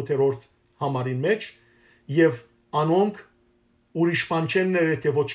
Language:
Western Armenian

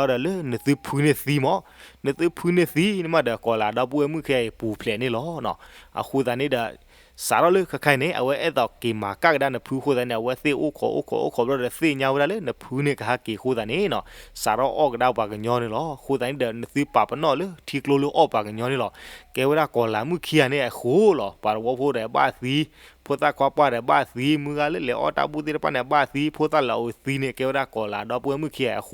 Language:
S'gaw Karen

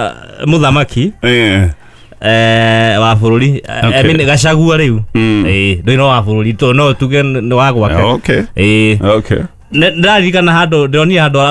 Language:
Kikuyu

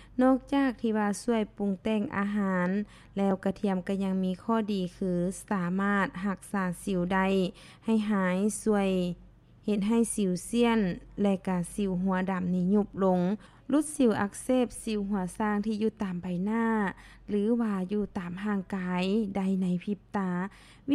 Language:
Lao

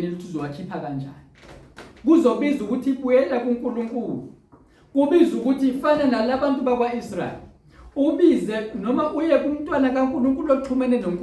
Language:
Zulu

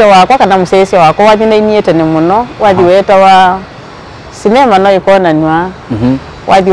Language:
Kamba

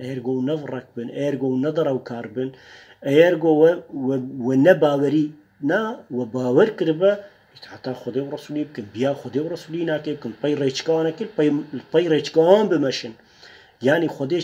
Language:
Kurdish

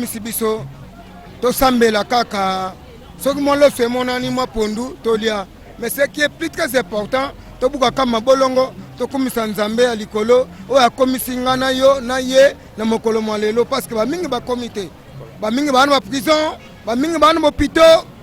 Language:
Lingala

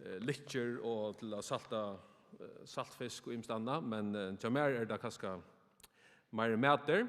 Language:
Faroese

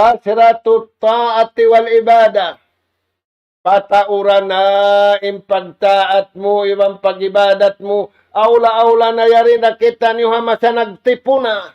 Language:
Tausug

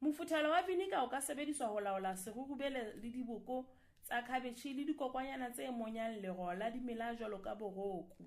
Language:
Southern Sotho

